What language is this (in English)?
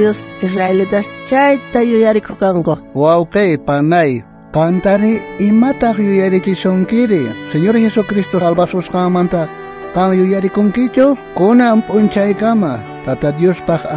South Bolivian Quechua